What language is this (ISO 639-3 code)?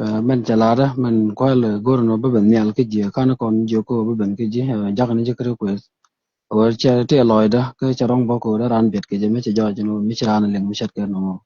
nus